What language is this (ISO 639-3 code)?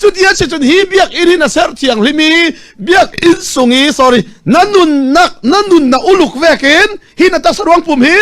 cfm